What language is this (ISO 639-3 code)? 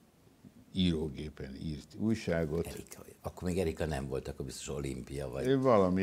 hun